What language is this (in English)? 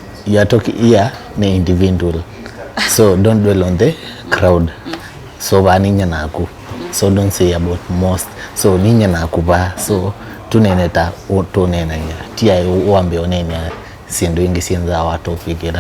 Kamba